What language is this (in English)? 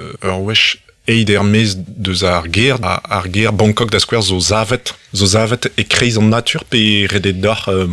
Breton